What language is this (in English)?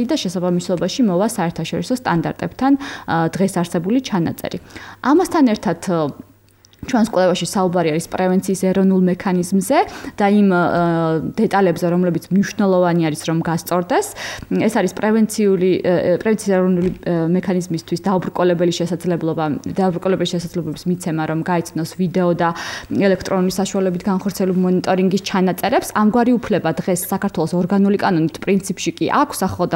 Georgian